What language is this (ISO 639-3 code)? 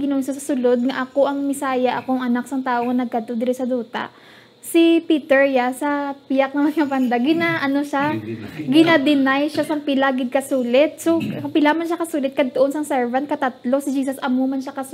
hil